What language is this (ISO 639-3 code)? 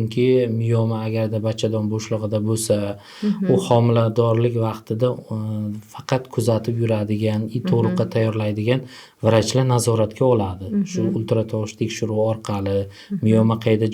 uzb